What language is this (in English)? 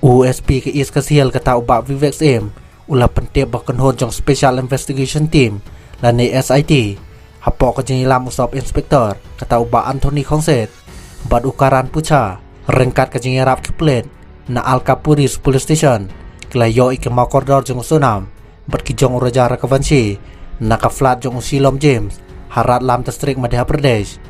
Khasi